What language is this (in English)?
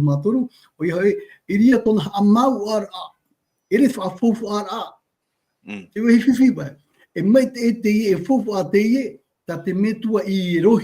Tahitian